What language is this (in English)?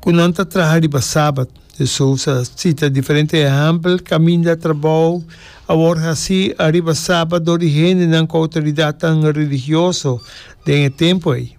Papiamento